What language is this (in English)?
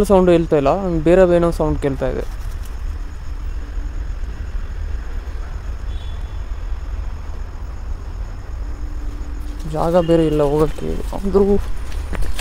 Kannada